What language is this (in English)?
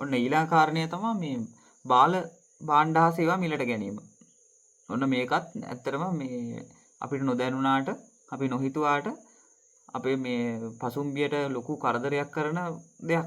Sinhala